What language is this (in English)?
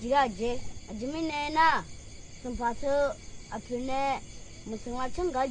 Akha